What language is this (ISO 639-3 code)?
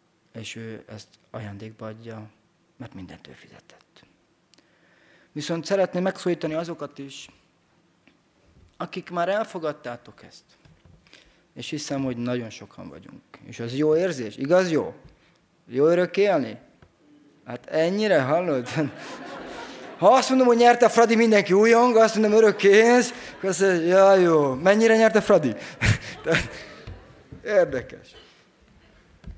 hun